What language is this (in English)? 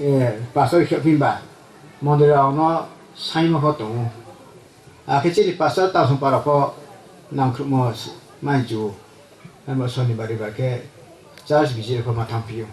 Riang (India)